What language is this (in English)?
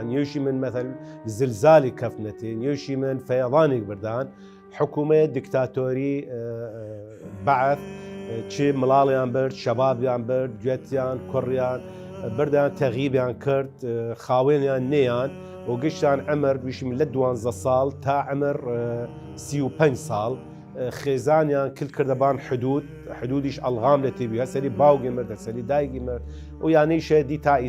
Southern Kurdish